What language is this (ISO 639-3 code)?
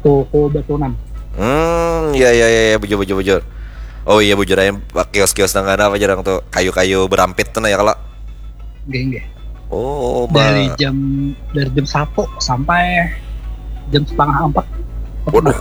bjn